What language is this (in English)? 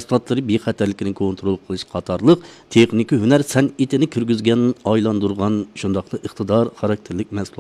Uyghur